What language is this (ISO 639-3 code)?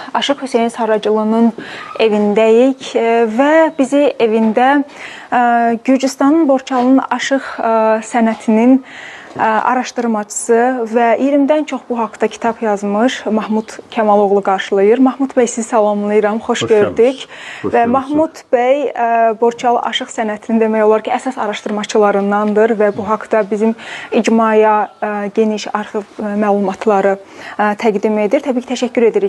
aze